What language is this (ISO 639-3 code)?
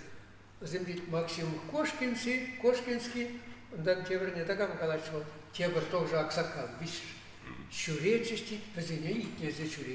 chv